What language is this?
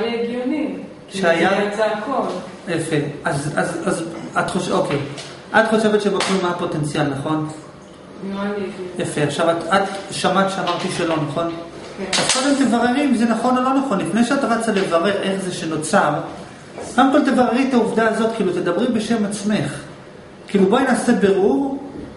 Hebrew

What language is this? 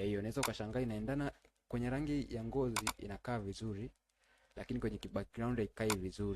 Swahili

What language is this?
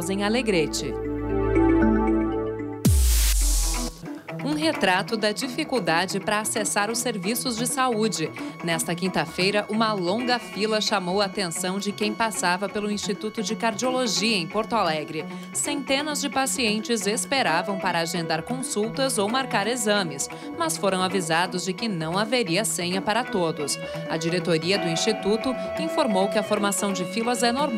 Portuguese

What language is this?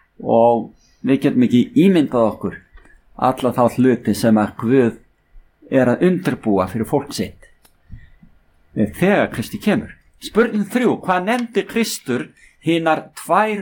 Icelandic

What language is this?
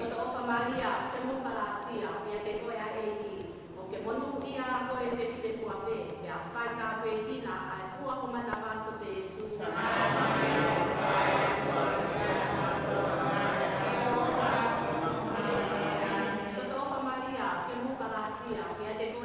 Tongan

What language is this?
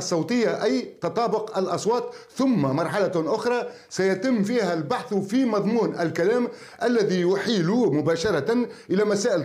Arabic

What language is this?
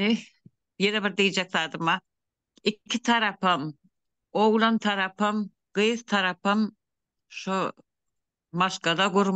Turkmen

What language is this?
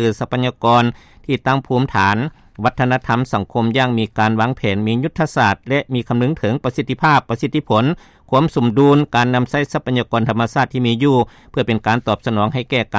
Lao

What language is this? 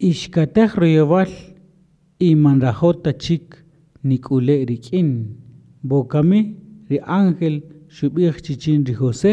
Kaqchikel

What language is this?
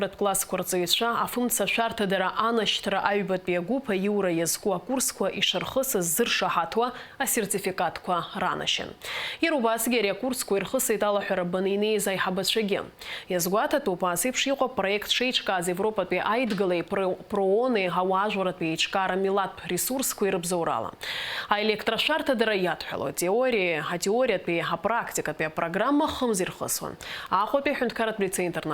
Abkhazian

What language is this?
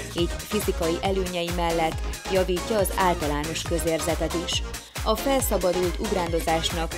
Hungarian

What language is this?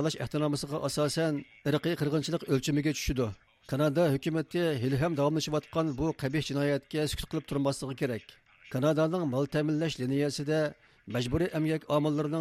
Uyghur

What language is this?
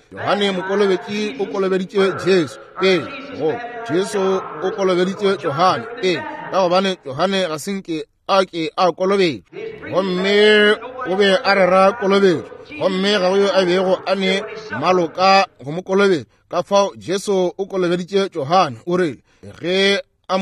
Northern Sotho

